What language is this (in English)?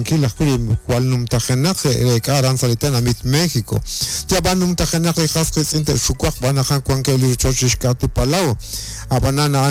Kekchí